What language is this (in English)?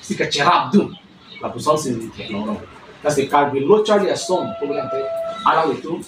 Karbi